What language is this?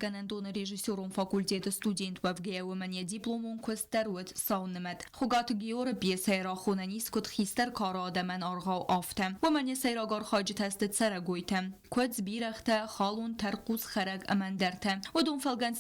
Ossetic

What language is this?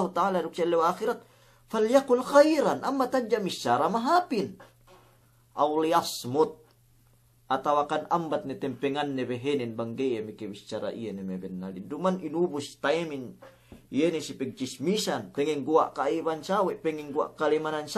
Yakan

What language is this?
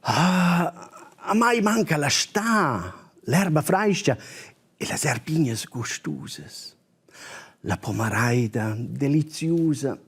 Romansh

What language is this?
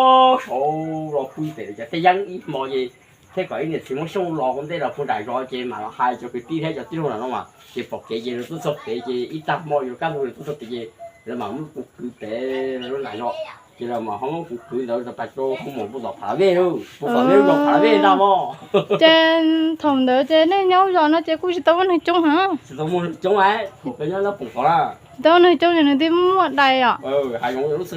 Hmong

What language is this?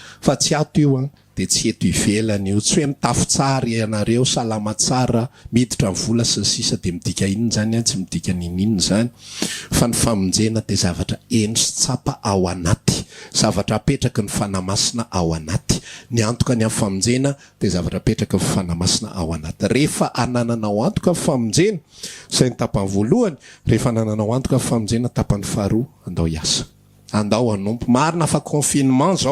Malagasy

